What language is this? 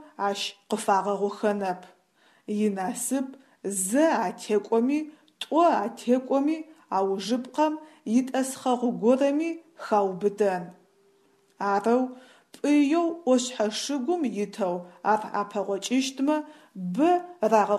Adyghe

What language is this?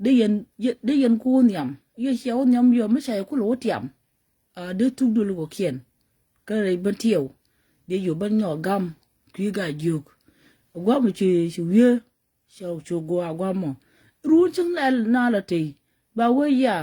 Nuer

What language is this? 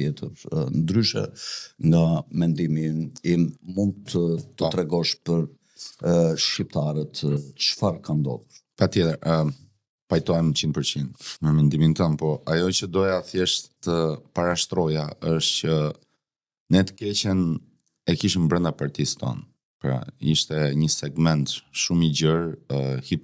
Albanian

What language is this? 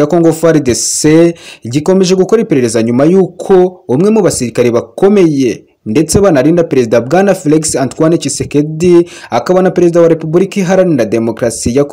Kinyarwanda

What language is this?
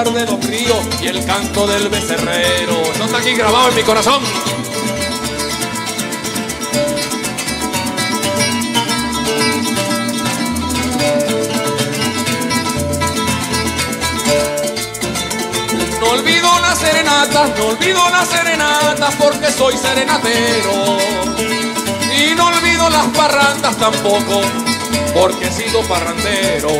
Spanish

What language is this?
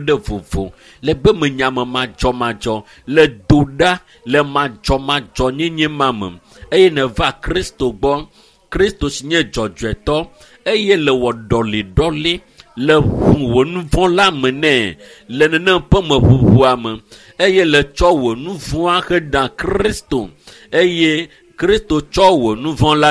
Ewe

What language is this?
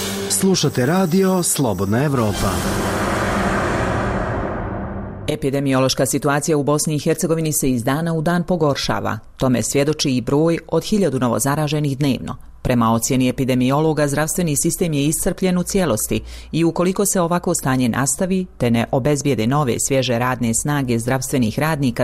Bosnian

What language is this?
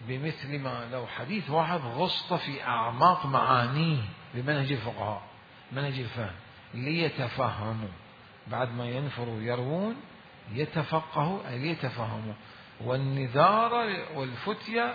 Mesopotamian Arabic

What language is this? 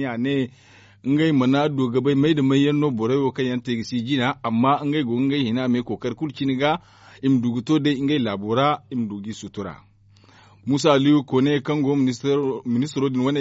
Zarma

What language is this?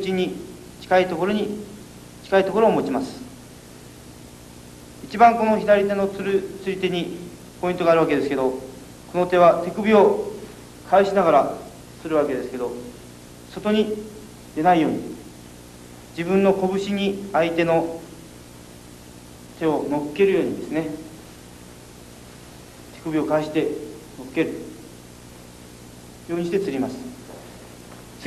Japanese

